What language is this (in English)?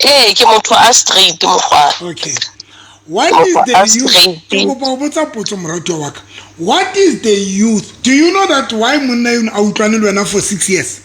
Southern Sotho